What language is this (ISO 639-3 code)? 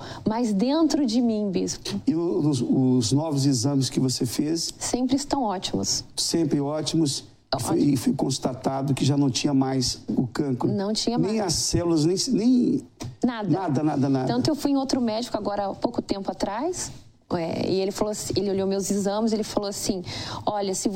por